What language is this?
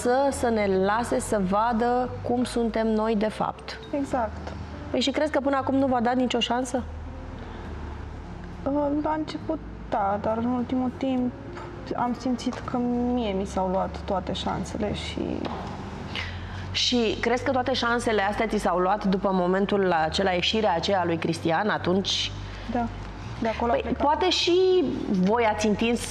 Romanian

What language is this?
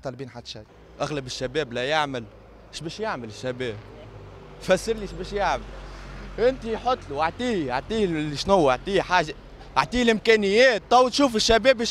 Tunisian Arabic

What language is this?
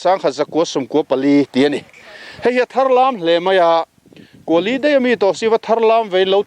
Mizo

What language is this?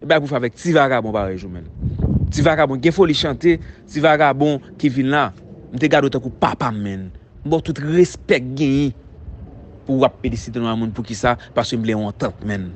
Haitian Creole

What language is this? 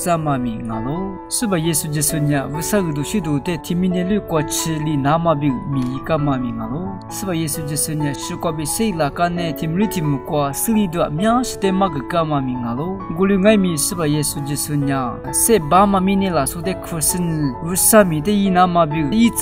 Lisu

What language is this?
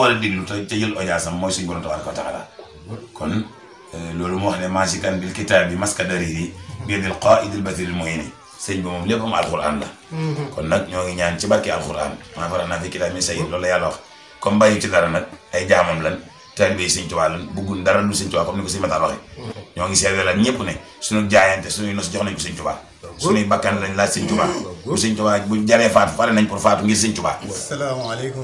Wolof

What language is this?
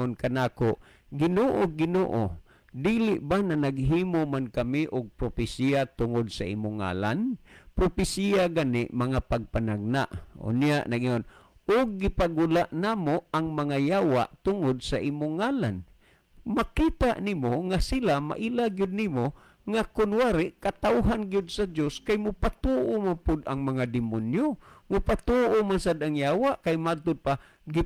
Cebuano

